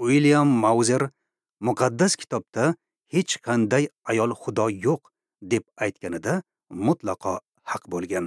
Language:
Uzbek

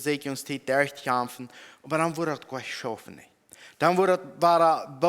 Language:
Plautdietsch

